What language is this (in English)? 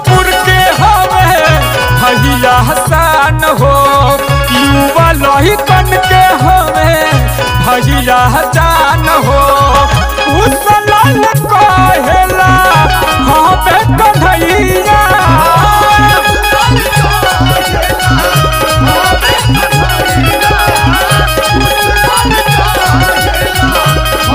Bhojpuri